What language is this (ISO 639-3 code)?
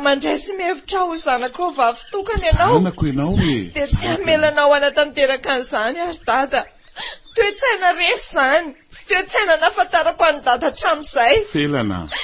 mlg